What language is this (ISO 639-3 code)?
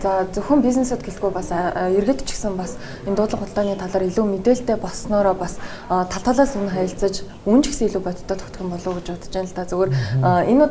mon